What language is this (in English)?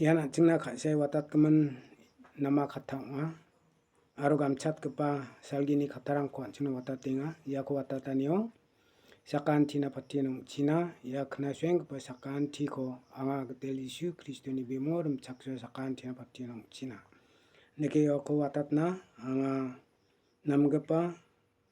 Garo